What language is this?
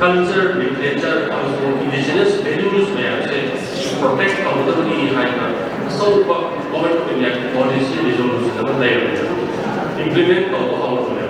Manipuri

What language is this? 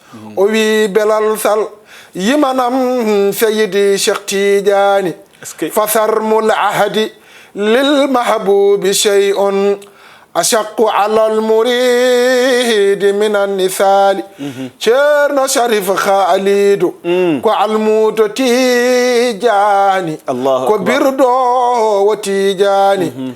Fula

